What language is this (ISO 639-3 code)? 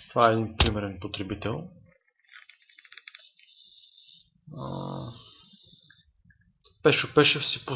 bul